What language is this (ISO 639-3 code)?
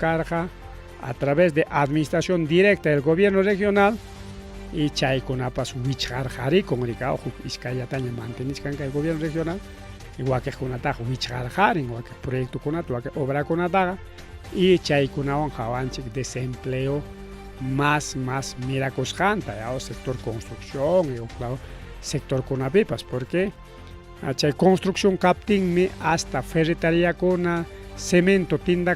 quy